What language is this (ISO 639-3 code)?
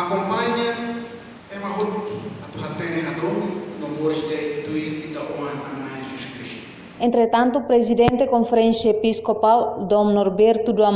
tet